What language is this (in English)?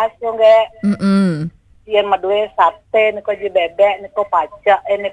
Balinese